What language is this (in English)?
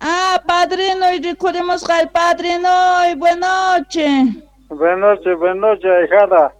South Bolivian Quechua